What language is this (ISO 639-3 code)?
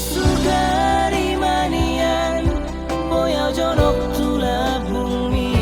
bbc